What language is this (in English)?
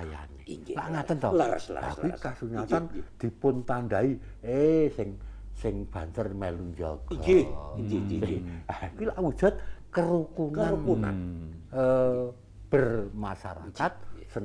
Javanese